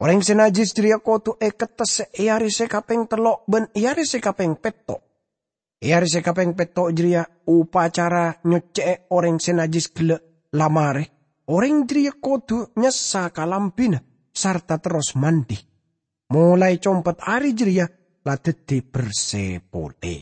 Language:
Madurese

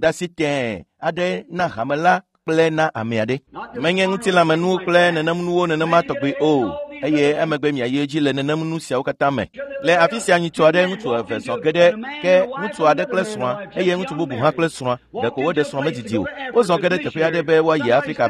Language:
Ewe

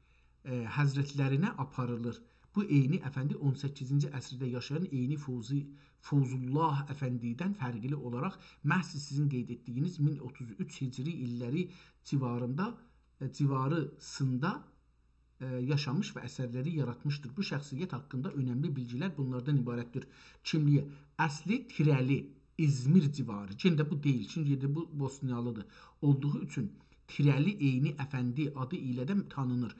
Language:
South Azerbaijani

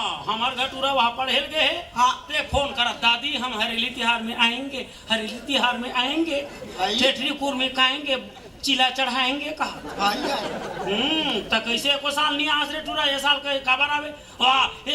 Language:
Chhattisgarhi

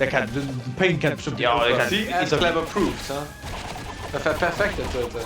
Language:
Luxembourgish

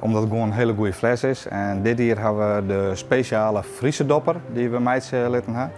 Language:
Western Frisian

